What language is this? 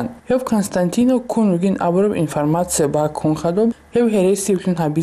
Avaric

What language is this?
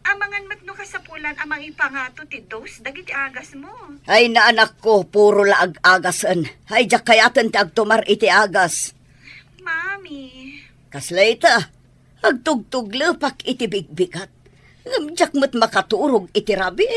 Iloko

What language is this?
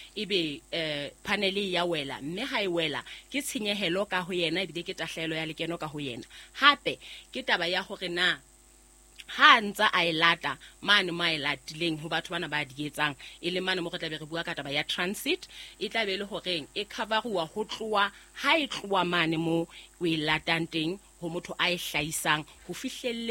Southern Sotho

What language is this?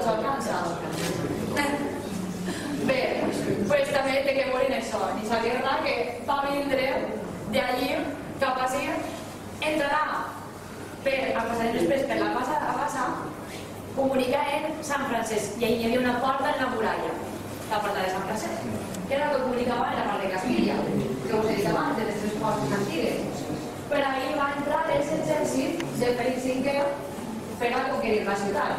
Catalan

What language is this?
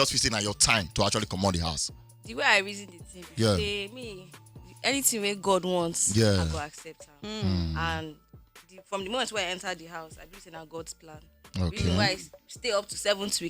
Nigerian Pidgin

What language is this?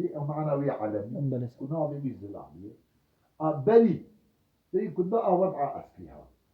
Kurdish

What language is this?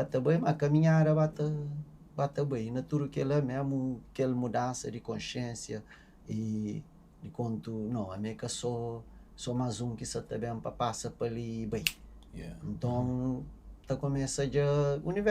Kabuverdianu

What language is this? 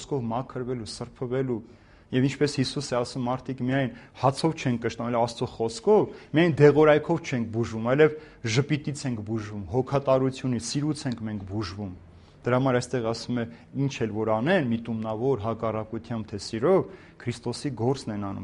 Armenian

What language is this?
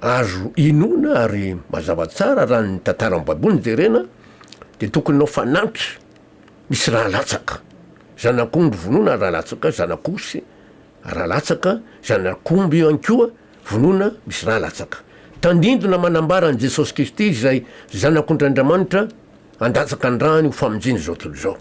Malagasy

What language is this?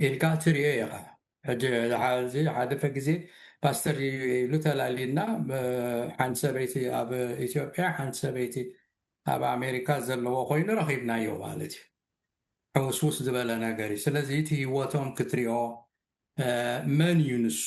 Tigrinya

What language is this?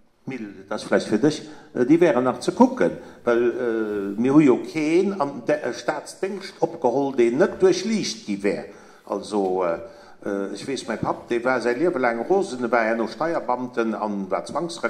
Luxembourgish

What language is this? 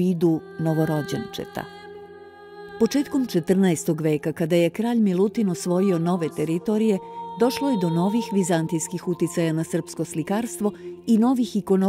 Serbian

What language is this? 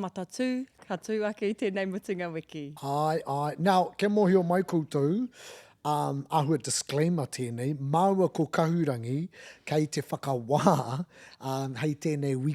Māori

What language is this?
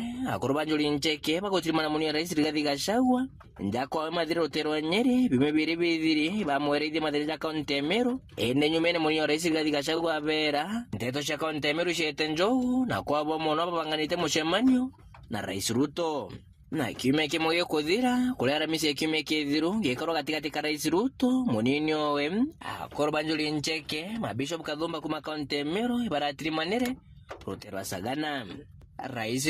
Meru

